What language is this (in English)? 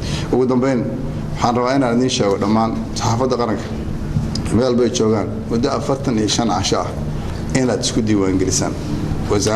Somali